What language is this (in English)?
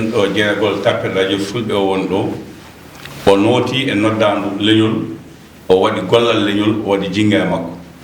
Fula